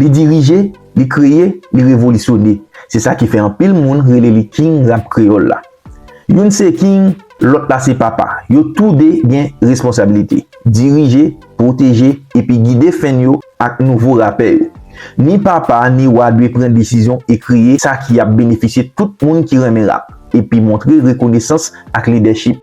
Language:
Haitian Creole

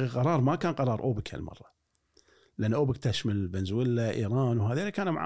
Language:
Gulf Arabic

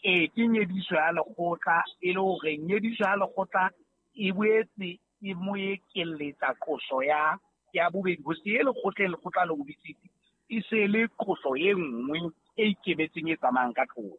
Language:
Southern Sotho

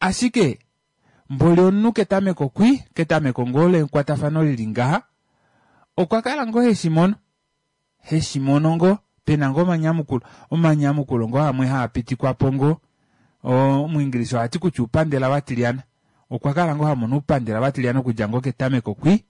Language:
Kuanyama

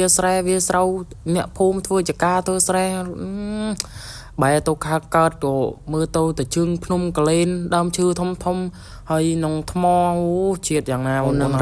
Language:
Khmer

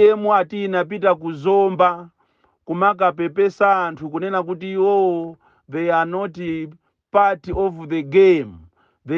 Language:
Nyanja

